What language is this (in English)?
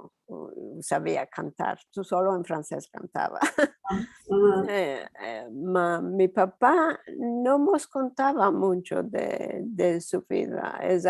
Ladino